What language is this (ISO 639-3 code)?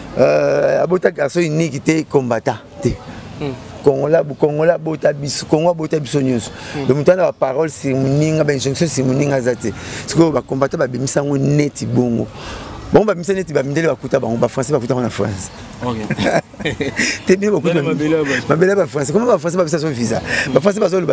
lin